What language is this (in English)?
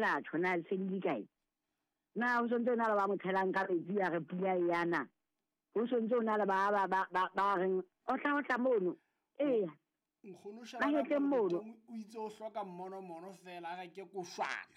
Southern Sotho